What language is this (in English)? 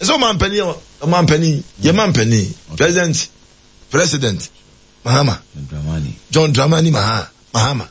Akan